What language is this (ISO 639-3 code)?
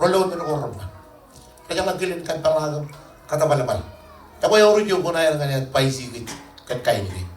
mah